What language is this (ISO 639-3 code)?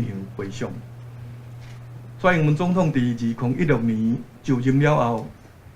nan